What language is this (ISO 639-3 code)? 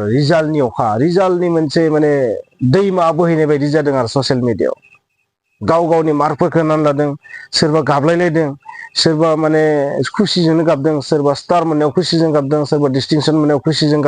brx